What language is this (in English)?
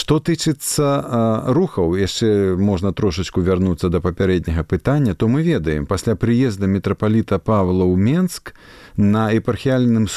Belarusian